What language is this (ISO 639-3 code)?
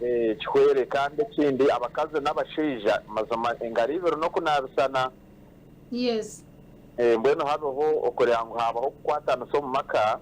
nyn